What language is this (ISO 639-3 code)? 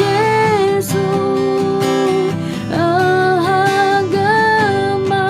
ahk